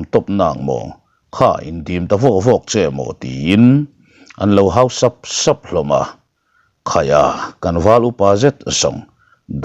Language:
Mizo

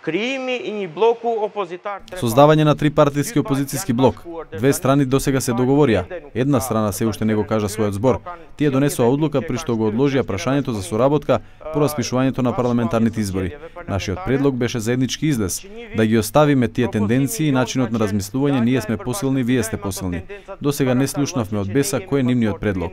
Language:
Macedonian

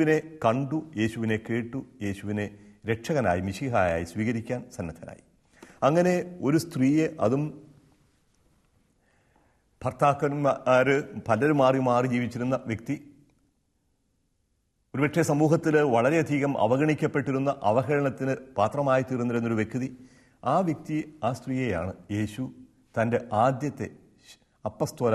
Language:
Malayalam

